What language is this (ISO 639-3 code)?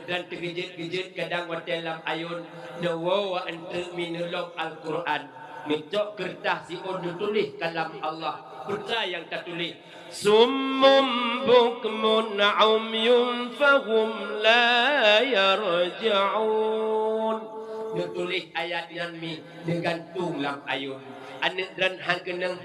ace